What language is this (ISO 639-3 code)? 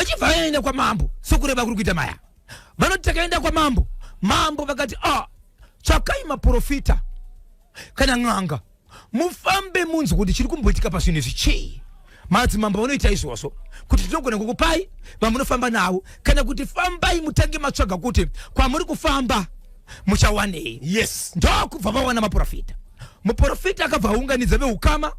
sna